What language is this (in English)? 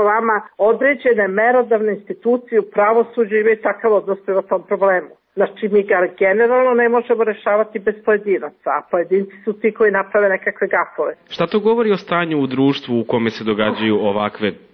Serbian